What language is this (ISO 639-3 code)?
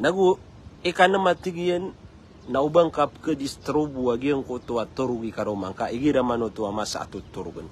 mrw